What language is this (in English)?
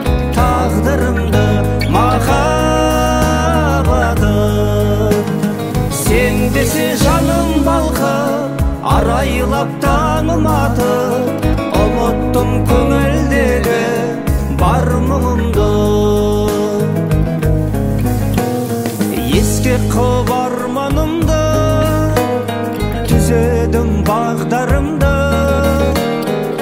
Kazakh